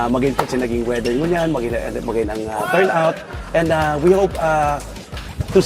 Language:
Bikol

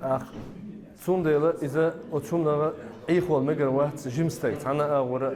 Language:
Chechen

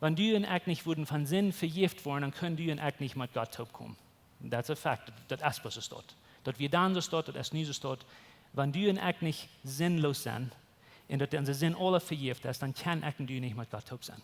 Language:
Plautdietsch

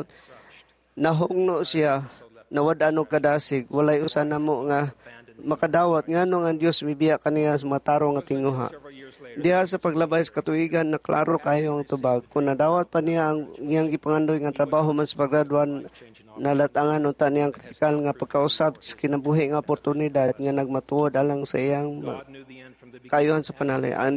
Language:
Cebuano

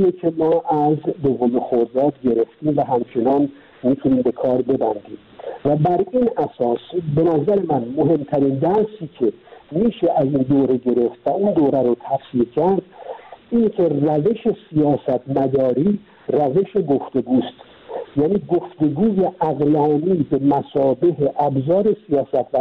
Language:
Persian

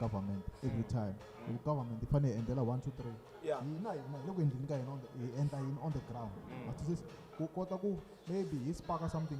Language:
Tsonga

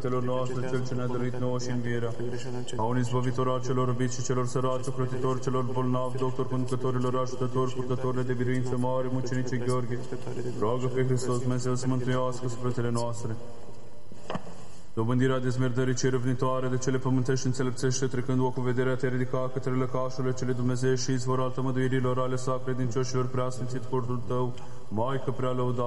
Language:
Romanian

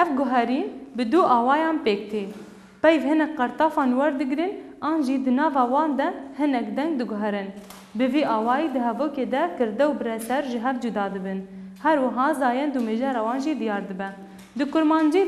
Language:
Kurdish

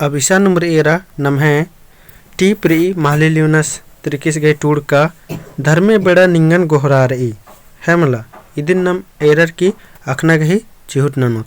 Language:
Kurukh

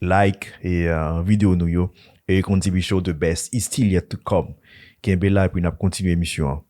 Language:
Haitian Creole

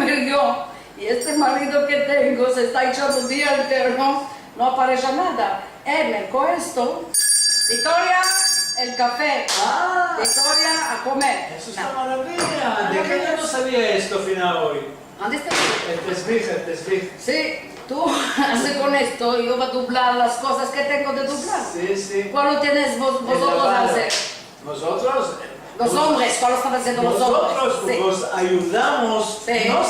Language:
Ladino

